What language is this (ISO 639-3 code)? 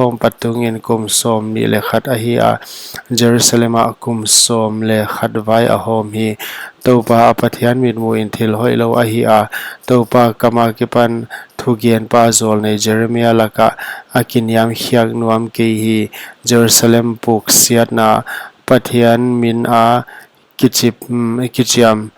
pck